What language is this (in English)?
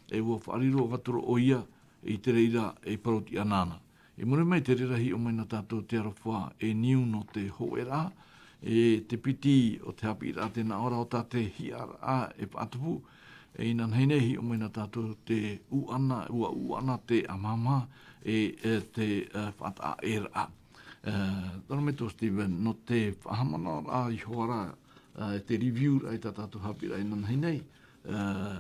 Tahitian